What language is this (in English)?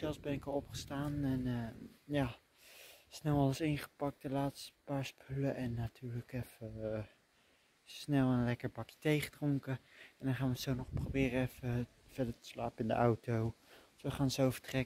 Dutch